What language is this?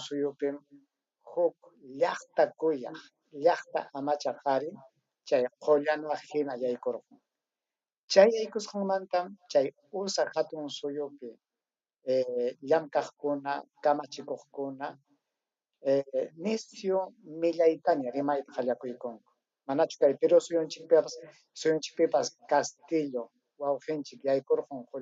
Ayacucho Quechua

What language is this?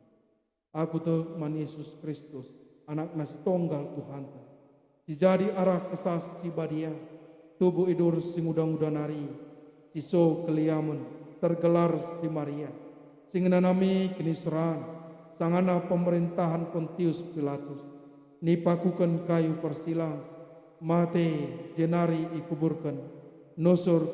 Batak Karo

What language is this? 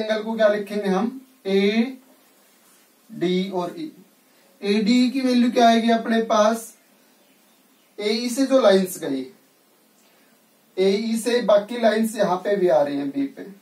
Hindi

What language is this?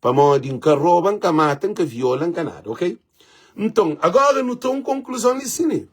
Kabuverdianu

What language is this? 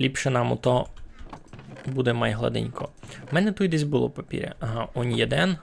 Rusyn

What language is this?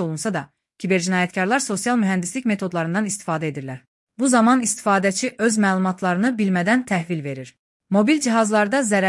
Azerbaijani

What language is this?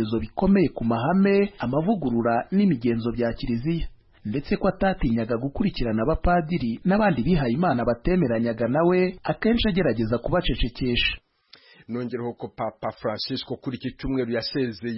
Kinyarwanda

